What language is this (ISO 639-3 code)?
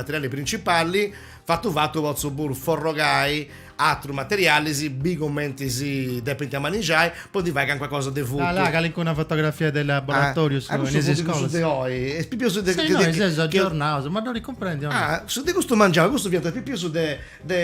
srd